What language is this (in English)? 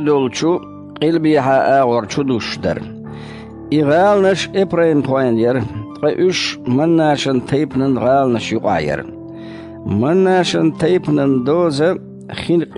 Chechen